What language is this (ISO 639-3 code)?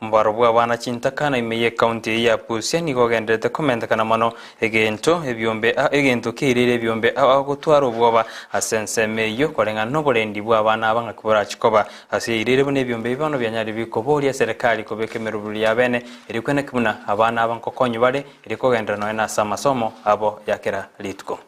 guz